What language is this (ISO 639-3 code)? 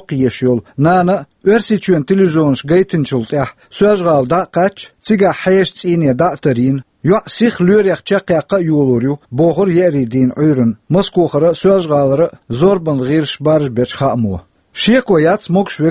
che